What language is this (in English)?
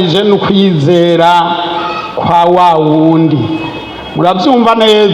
Rundi